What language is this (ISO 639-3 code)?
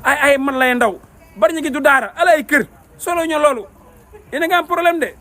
wol